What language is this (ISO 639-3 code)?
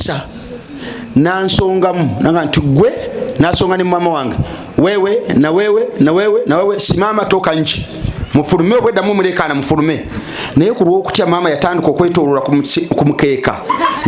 lug